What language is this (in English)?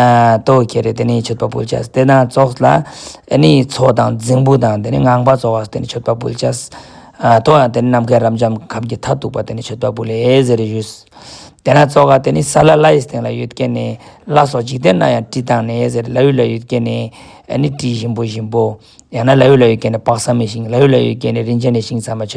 Ladakhi